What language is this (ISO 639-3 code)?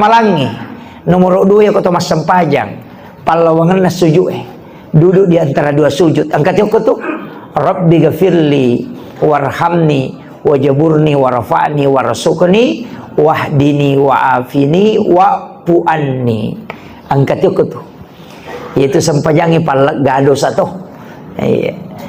bug